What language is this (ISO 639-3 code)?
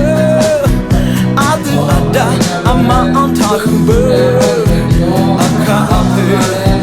ahk